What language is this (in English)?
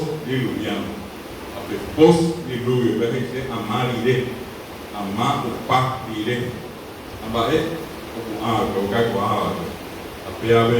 Guarani